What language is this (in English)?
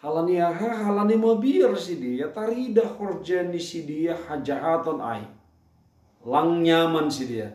Batak Simalungun